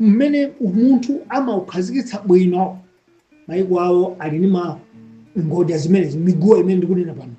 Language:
Nyanja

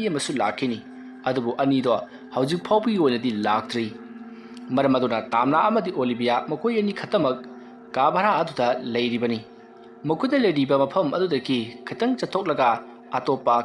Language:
Manipuri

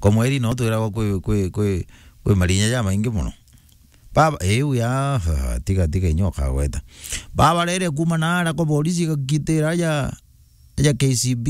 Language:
Meru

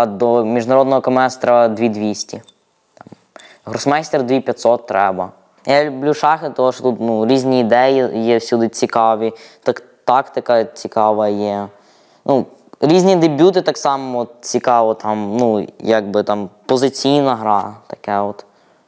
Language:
Ukrainian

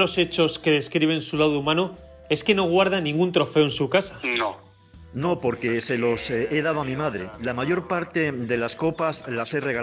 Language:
Spanish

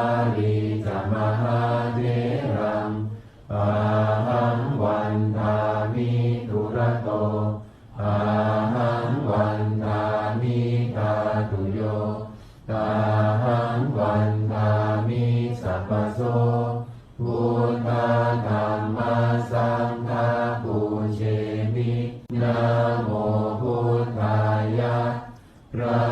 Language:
Pali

